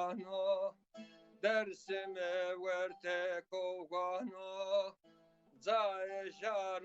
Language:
Zaza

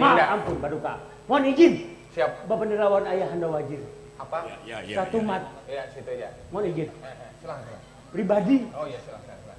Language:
Banjar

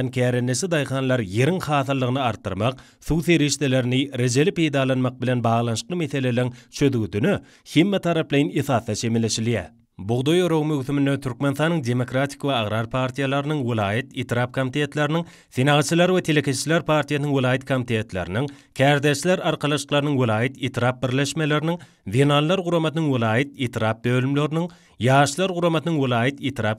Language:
Turkmen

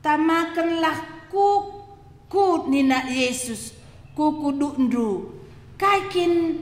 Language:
Batak Karo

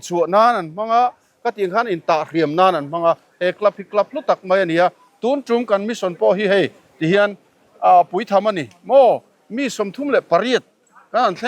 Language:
Mizo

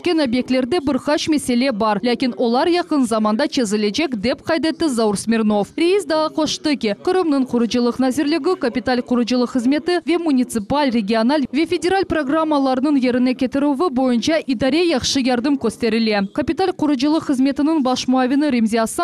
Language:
Crimean Tatar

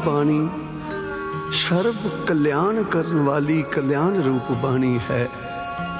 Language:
Punjabi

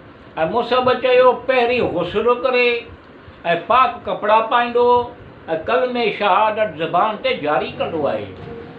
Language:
Sindhi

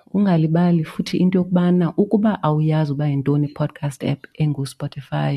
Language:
Xhosa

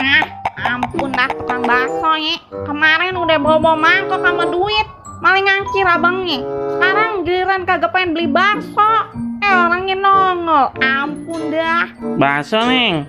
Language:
Betawi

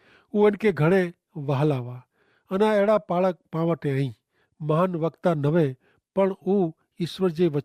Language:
Kachhi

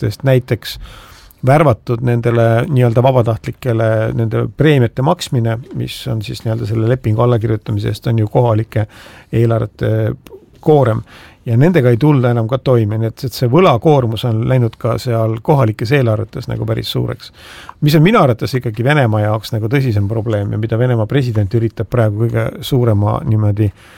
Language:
Estonian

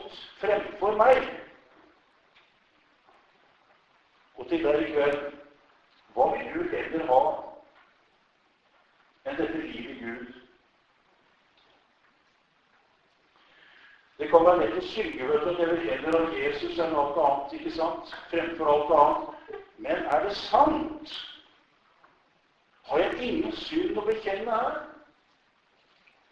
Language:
Norwegian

